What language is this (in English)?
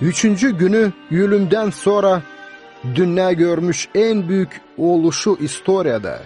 Gagauz